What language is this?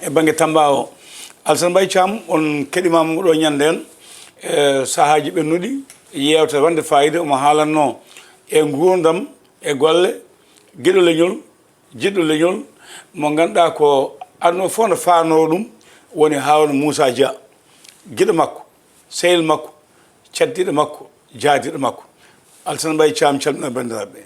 Fula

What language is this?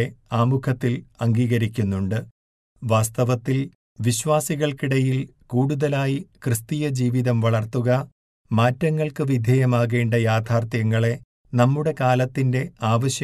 Malayalam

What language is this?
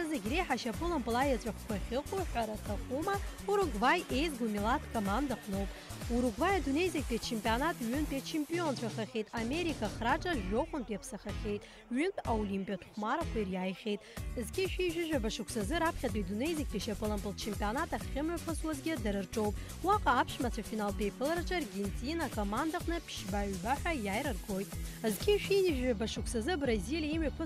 Abkhazian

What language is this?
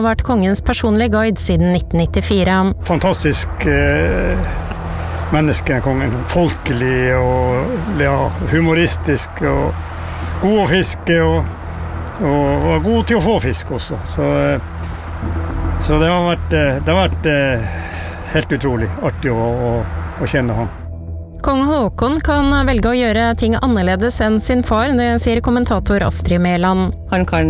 Norwegian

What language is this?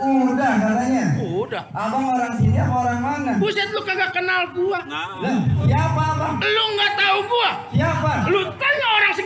Betawi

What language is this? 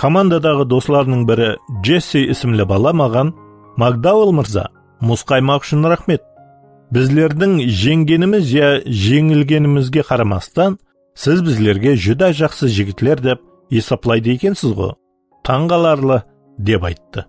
Kara-Kalpak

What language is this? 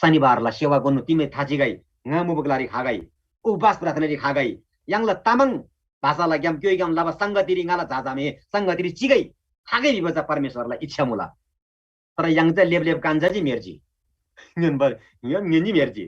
Eastern Tamang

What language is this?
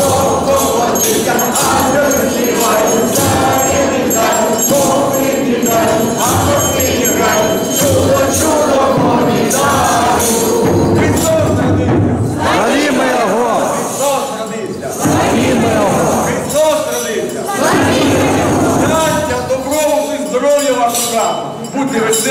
Ukrainian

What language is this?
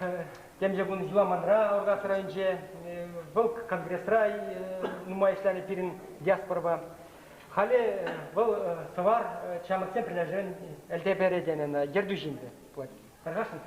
Chuvash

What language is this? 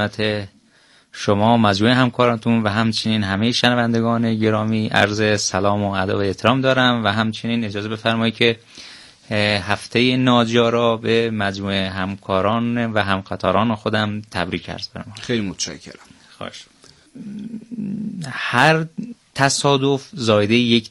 Persian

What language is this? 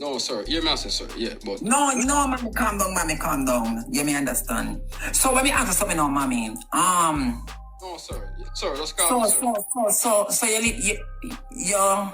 Jamaican Creole English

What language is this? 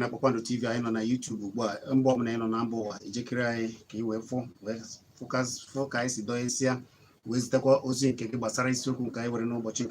Igbo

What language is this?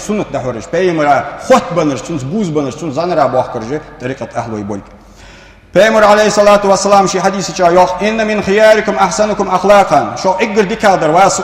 Ingush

